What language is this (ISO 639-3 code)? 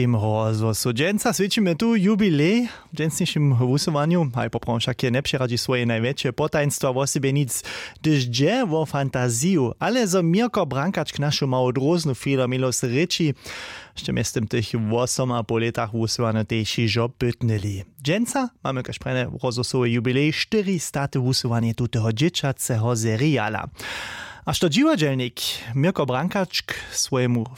hsb